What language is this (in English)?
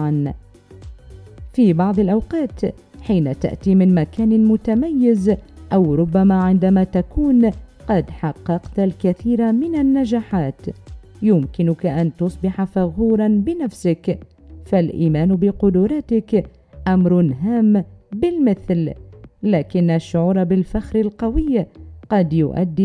Arabic